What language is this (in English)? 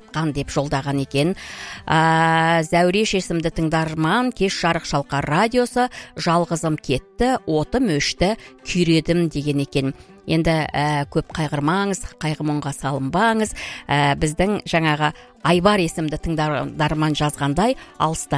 Kazakh